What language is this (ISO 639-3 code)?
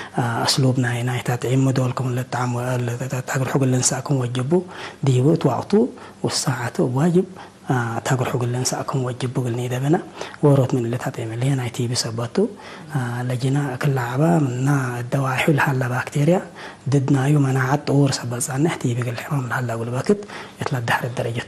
tig